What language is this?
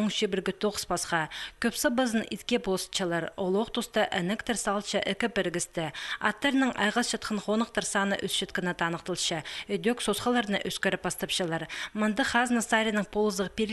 Khakas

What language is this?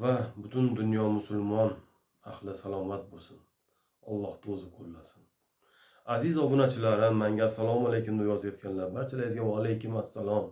Uzbek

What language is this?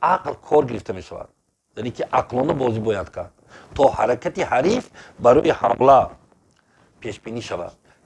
Tajik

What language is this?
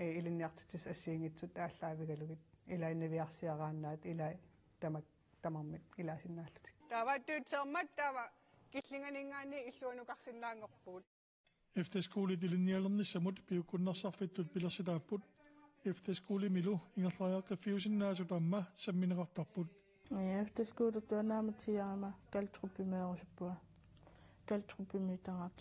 Kalaallisut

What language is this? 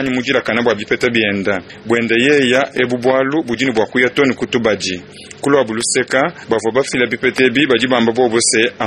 Luba-Lulua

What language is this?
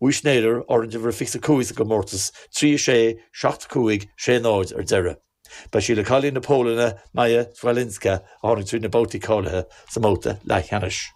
Irish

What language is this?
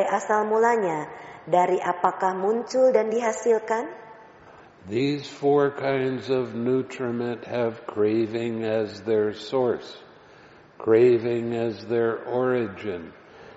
Indonesian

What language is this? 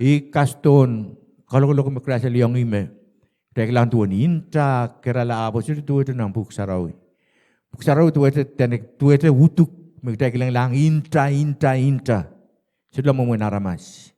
Pohnpeian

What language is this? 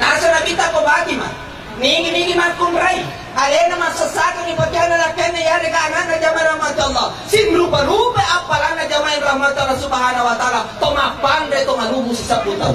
Buginese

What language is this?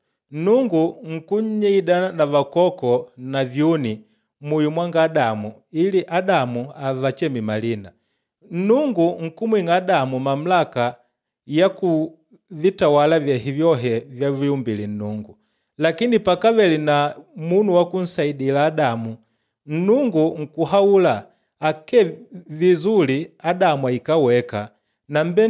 Makonde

